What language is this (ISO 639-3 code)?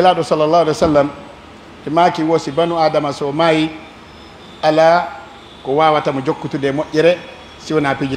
fuf